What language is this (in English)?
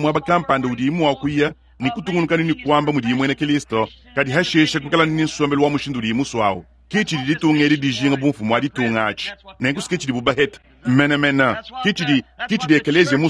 Luba-Lulua